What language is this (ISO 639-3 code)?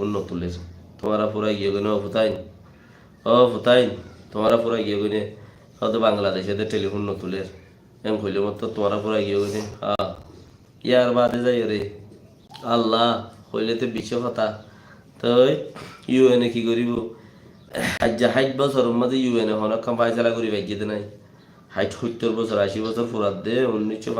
rhg